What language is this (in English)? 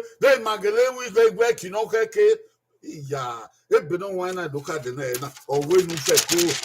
Bini